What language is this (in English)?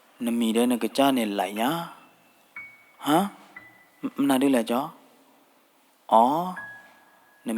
S'gaw Karen